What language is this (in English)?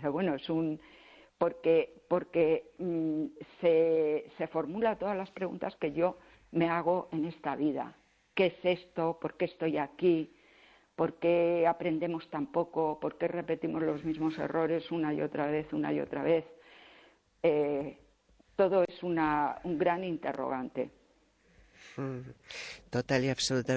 Spanish